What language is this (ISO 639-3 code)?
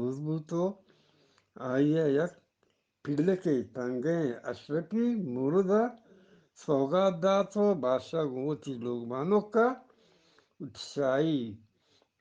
bgp